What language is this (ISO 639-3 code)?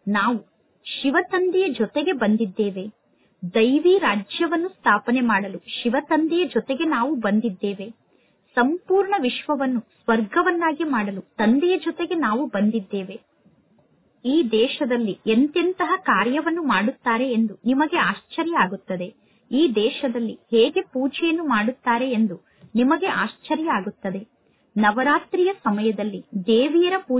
kan